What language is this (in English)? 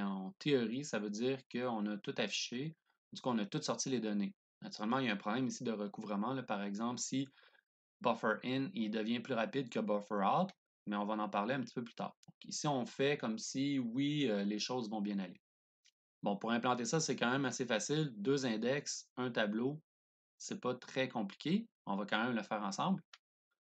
French